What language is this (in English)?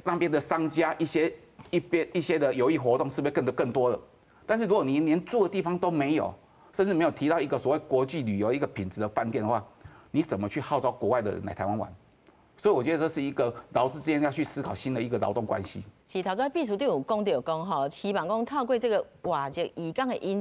Min Nan Chinese